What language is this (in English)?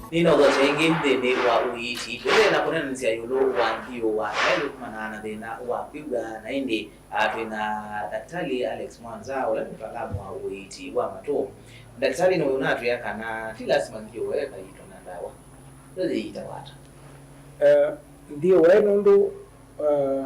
Kamba